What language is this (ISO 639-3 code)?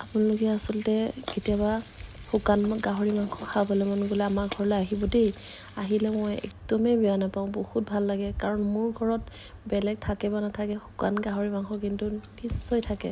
asm